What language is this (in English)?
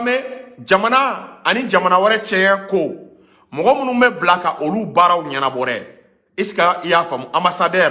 Bambara